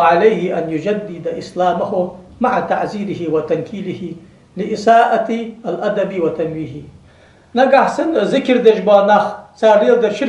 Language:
Ingush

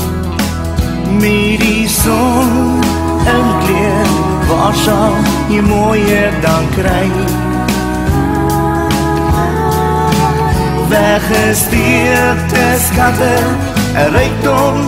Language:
Afrikaans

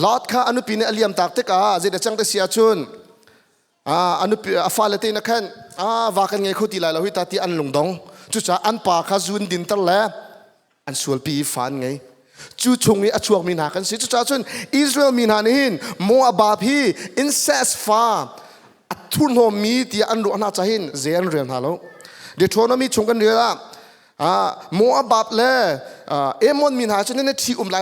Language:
Hakha Chin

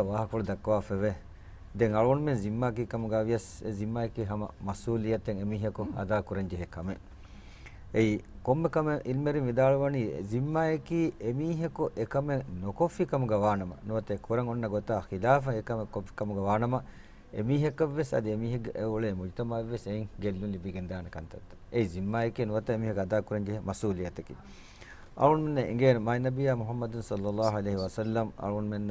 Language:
Divehi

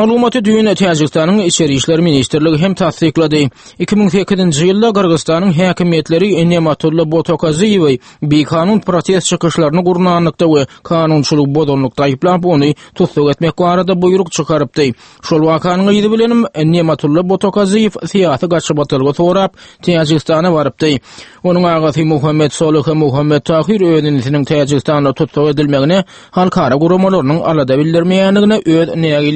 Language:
Turkmen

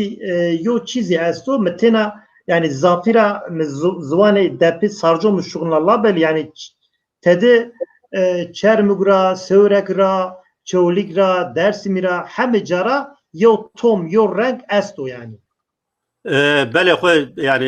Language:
Zaza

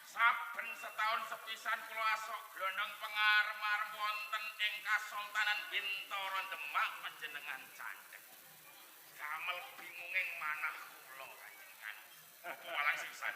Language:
Javanese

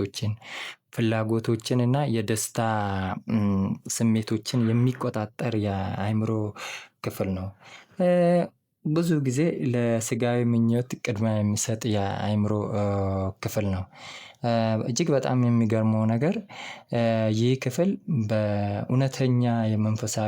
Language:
Amharic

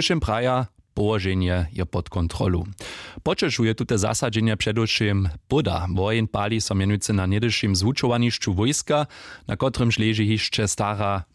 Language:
Upper Sorbian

